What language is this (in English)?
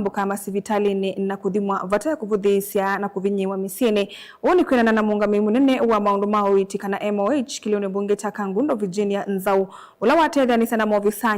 Kamba